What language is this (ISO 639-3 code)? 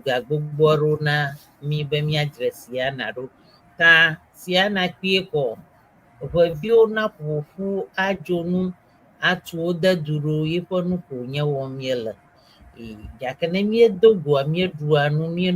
ewe